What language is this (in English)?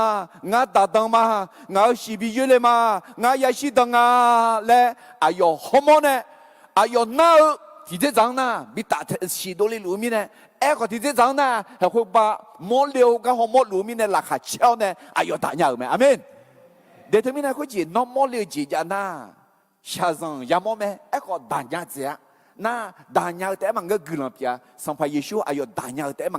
Akha